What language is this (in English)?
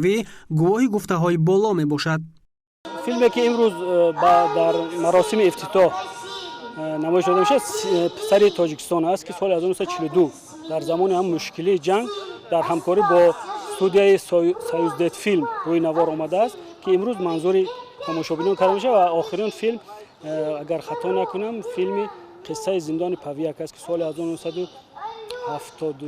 Tajik